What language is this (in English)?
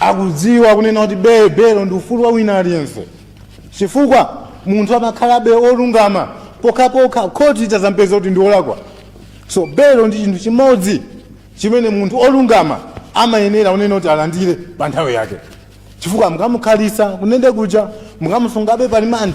Nyanja